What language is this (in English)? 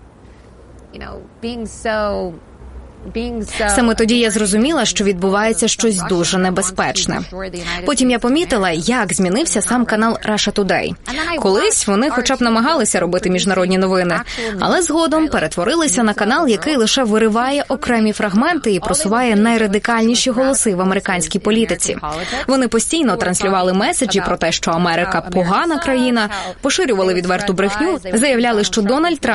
Ukrainian